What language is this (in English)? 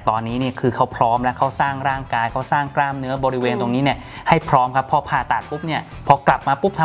Thai